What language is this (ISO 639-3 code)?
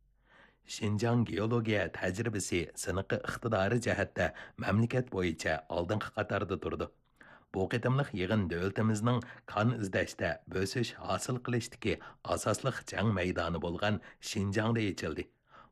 uig